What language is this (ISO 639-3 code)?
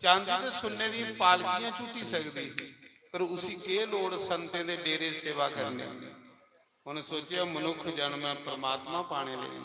doi